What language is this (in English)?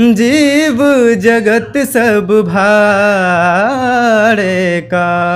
Bhojpuri